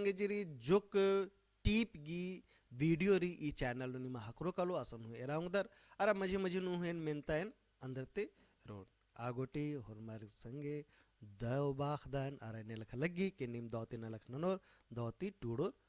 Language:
Kurukh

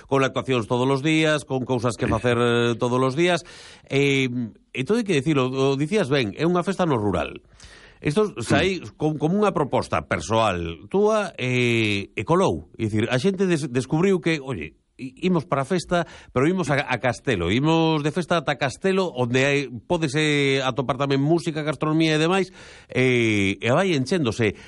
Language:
Galician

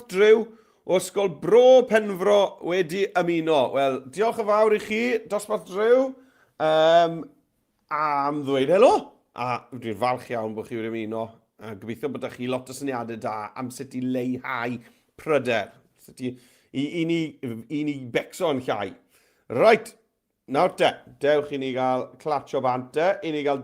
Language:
Welsh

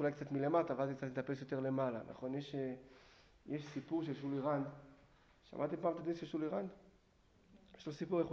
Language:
Hebrew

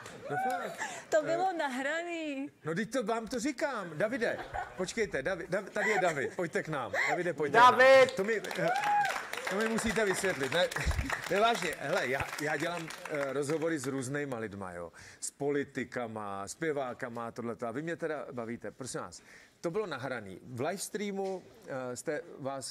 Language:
Czech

